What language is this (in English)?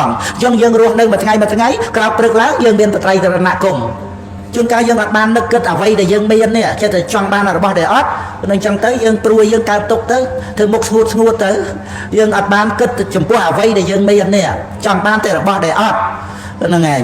Khmer